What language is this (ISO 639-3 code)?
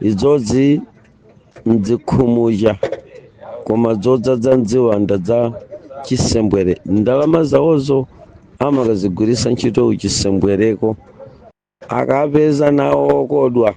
nya